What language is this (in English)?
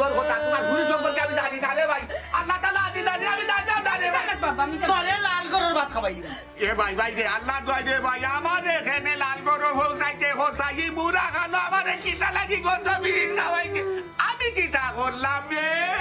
Sylheti